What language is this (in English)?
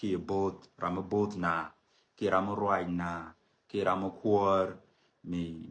Nuer